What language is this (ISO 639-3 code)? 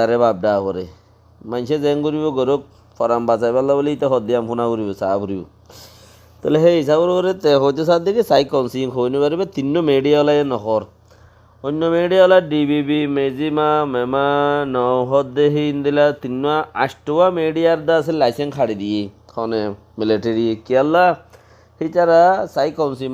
rhg